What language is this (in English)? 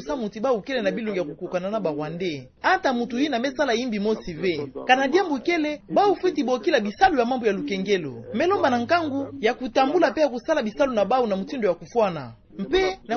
Kituba (Democratic Republic of Congo)